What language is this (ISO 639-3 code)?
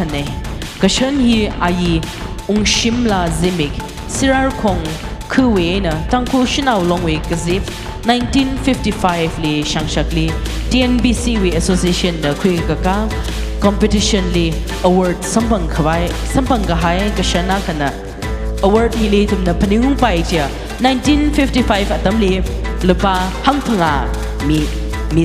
nmf